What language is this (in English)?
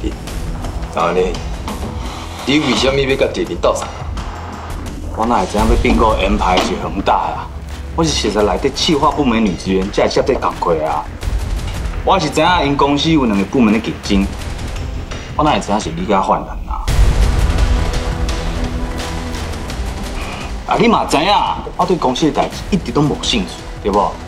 Min Nan Chinese